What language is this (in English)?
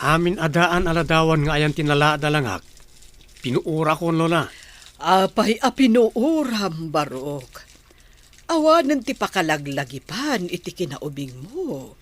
Iloko